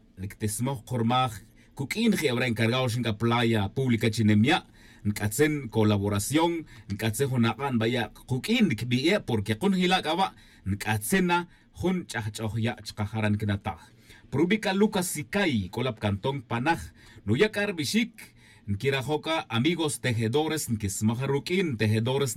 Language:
Tz'utujil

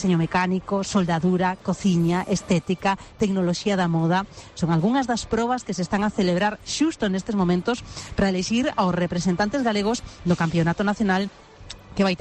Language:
Galician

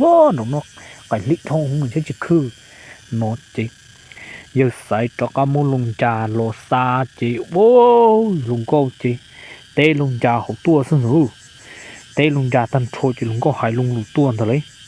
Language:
Hmong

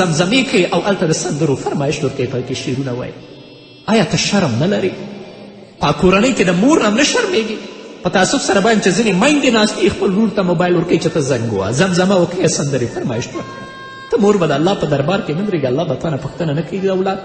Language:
Pashto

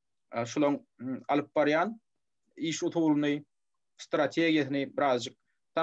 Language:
Turkmen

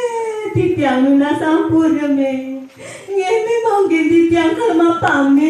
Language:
Balinese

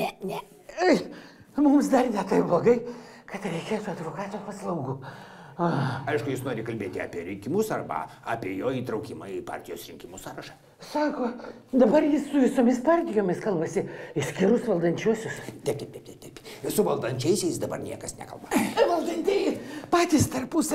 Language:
Lithuanian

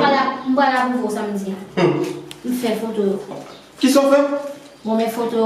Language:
Haitian Creole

